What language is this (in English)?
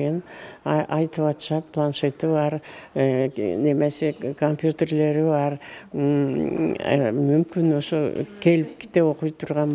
Kyrgyz